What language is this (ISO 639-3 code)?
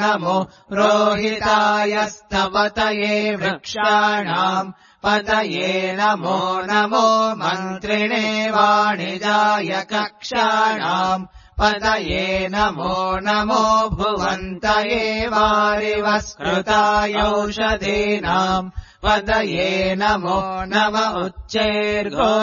san